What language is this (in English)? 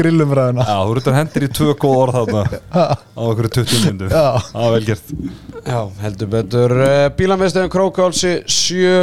Icelandic